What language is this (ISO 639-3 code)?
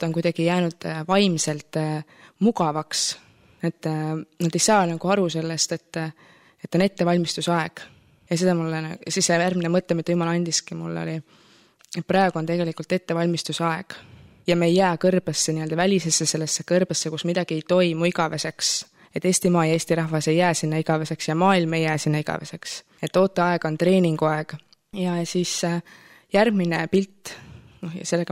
est